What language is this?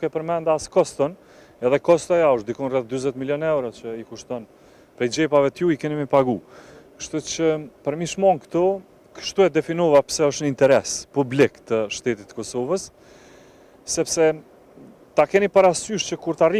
Albanian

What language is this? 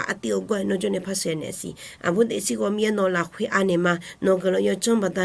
Akha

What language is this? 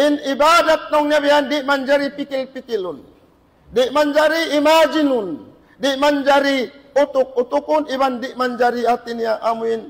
Tausug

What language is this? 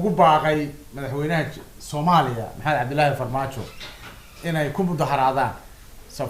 Somali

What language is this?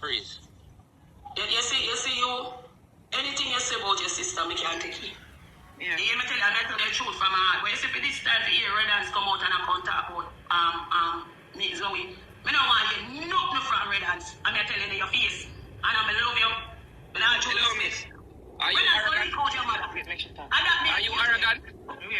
Jamaican Creole English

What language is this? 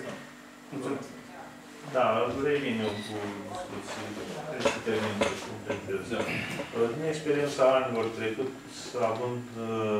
Romanian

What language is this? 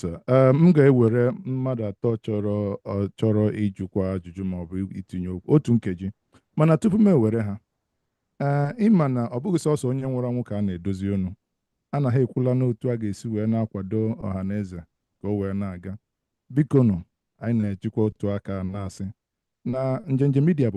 Igbo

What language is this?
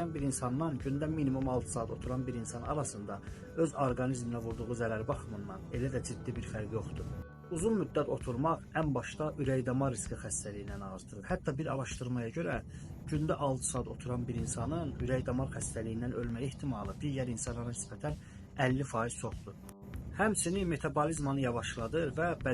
Azerbaijani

